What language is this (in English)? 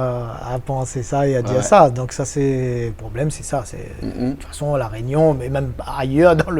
Réunion Creole French